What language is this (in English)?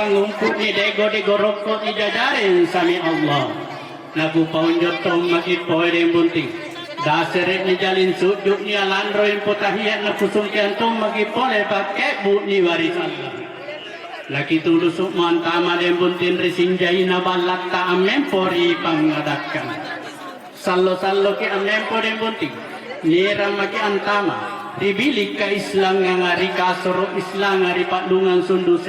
Makasar